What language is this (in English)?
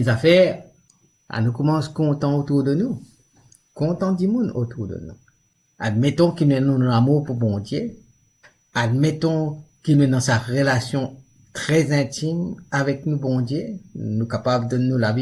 Morisyen